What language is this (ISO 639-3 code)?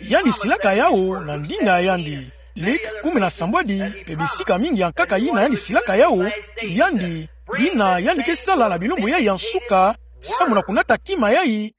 ktu